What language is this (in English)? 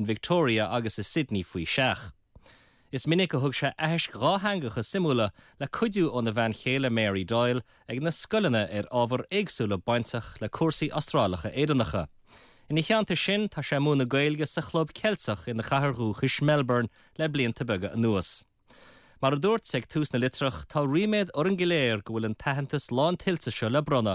Irish